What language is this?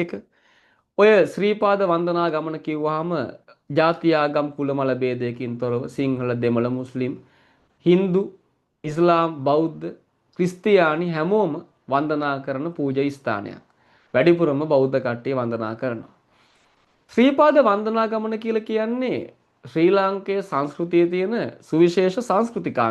Sinhala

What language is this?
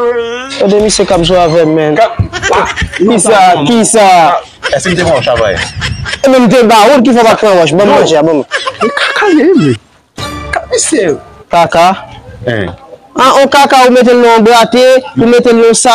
Haitian Creole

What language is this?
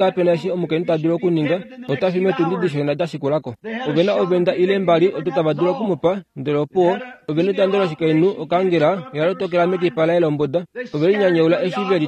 Kuanyama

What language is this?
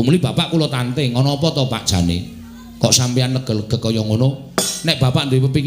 Javanese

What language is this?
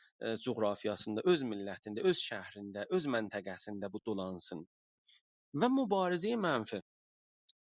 South Azerbaijani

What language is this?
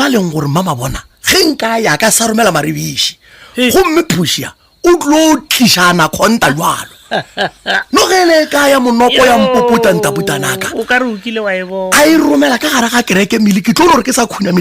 Northern Sotho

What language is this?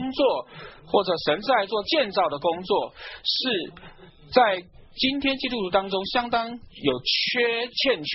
Chinese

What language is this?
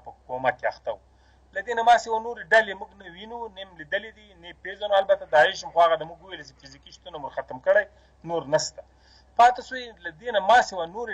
Pashto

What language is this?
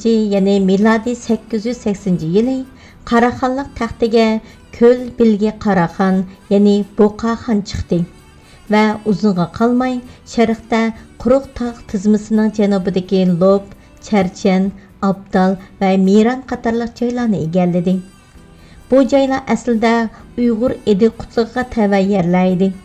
Uyghur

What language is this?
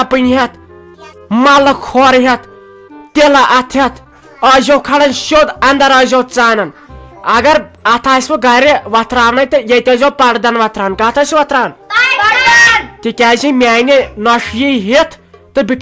Kashmiri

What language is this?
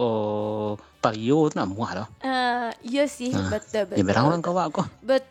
Minangkabau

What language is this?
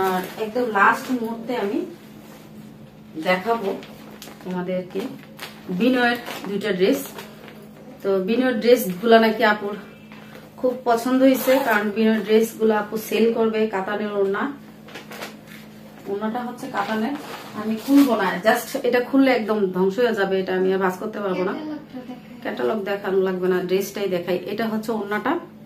Bangla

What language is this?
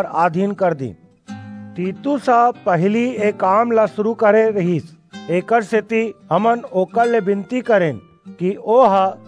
Chhattisgarhi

